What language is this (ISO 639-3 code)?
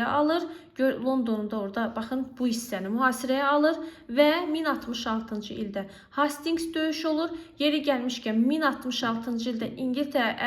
aze